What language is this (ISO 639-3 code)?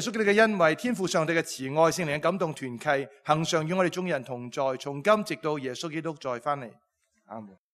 yue